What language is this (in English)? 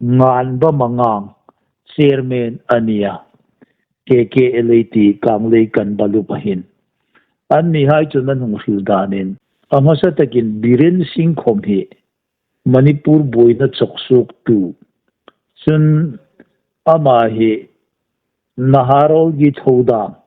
Hmar